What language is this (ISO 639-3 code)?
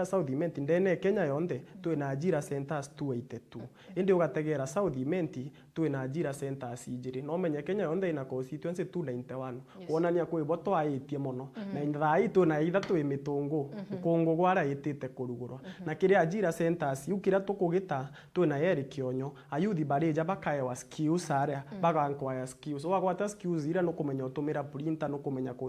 mer